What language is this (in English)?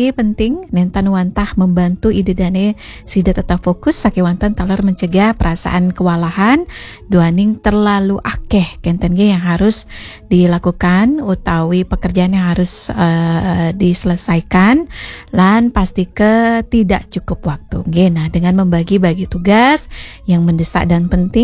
Balinese